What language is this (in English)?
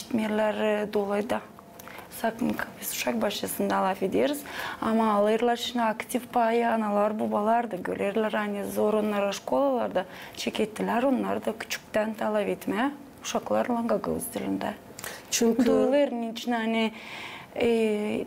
Gagauz